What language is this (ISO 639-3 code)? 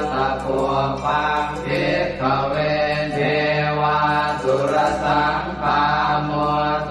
pli